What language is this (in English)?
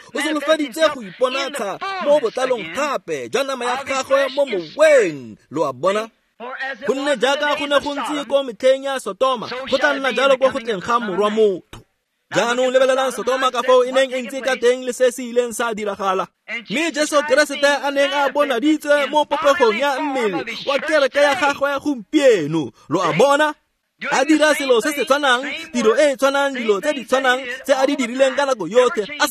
Tswana